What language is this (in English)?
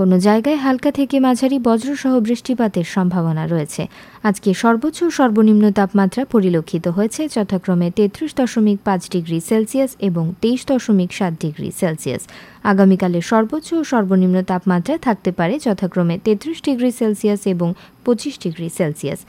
Bangla